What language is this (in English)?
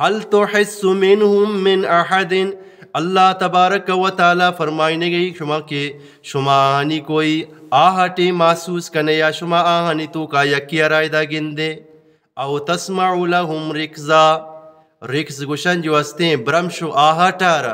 Eastern Balochi